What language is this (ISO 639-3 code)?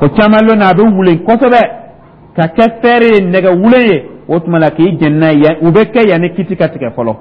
dyu